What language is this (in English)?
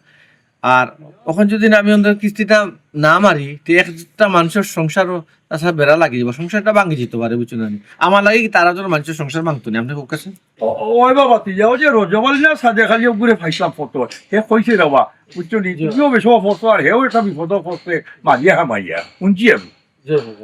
Sylheti